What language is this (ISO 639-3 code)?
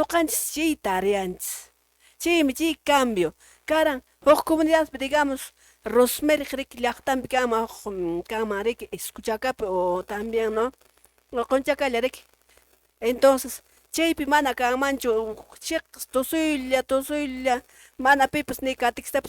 que